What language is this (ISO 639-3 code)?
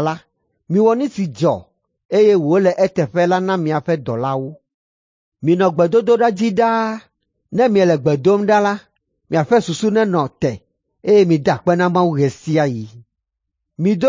ewe